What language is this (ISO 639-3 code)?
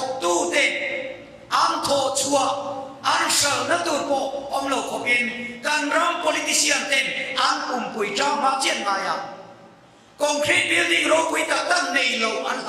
lus